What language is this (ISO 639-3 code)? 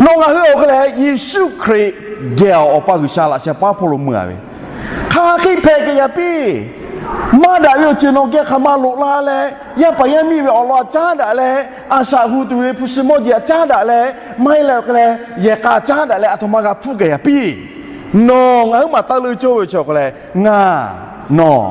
lhu